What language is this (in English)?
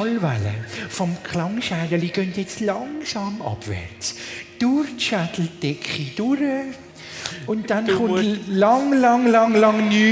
Swiss German